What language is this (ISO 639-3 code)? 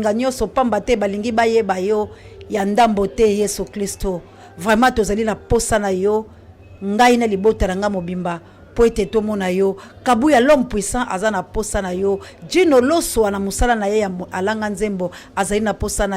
lin